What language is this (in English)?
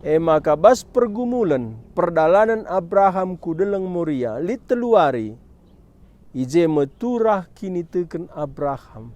Batak Karo